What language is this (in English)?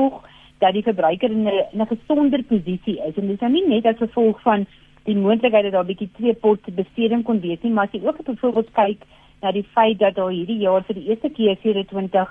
Afrikaans